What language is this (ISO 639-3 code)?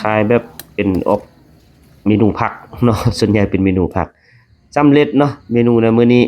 lao